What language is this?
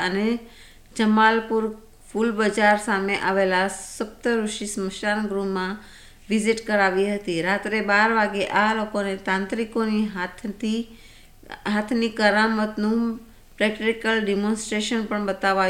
Gujarati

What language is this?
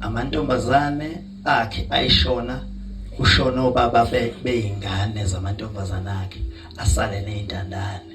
Zulu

